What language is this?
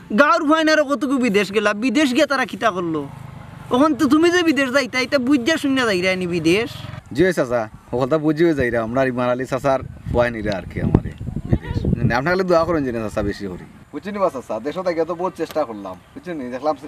Sylheti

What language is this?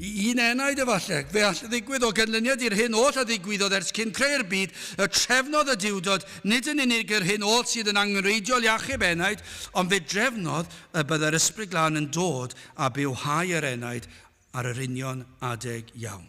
Welsh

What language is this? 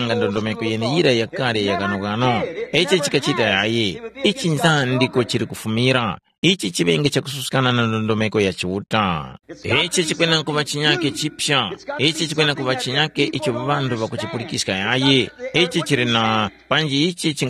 Tumbuka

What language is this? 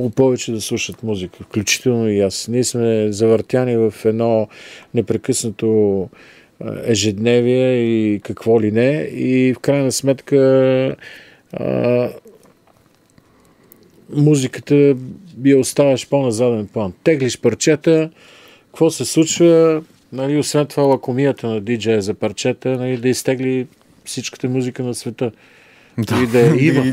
Bulgarian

